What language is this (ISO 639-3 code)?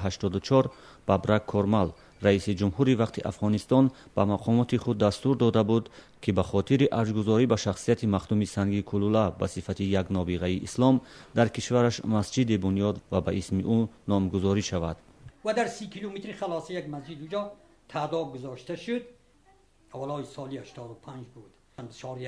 tgk